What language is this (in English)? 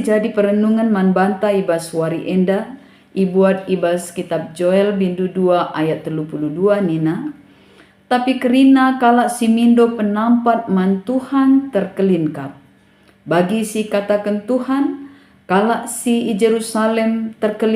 Batak Karo